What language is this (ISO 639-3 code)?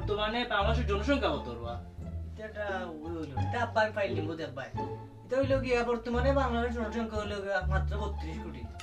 syl